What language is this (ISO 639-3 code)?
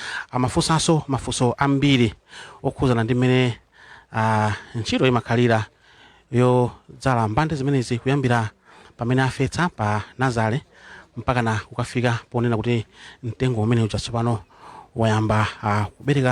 nya